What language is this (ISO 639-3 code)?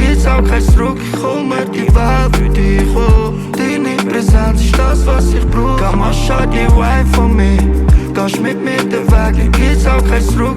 gsw